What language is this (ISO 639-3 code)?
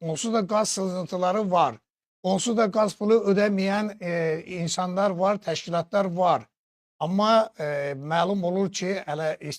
aze